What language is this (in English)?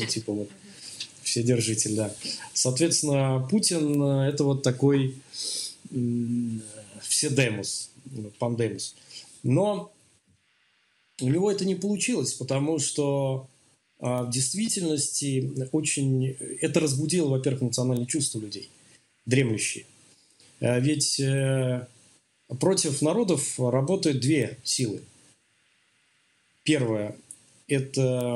Russian